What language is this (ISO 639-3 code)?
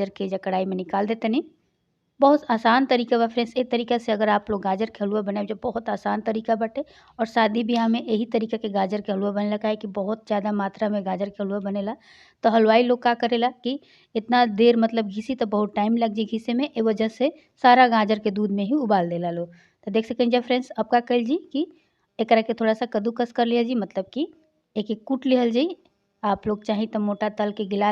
bho